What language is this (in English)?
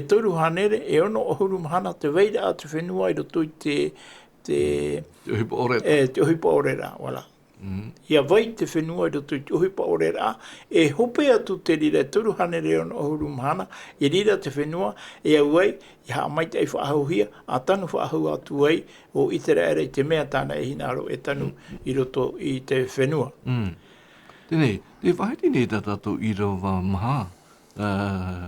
Tahitian